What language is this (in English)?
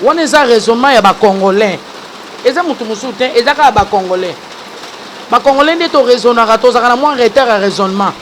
Lingala